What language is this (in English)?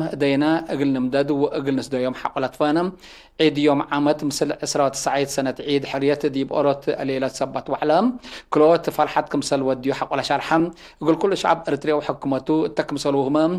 Tigre